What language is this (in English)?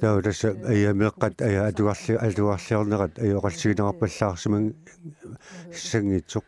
Kalaallisut